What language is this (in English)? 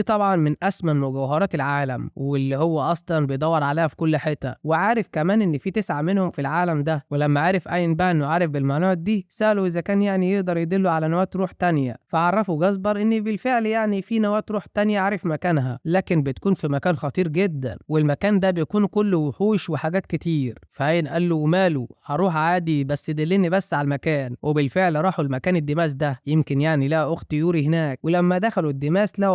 Egyptian Arabic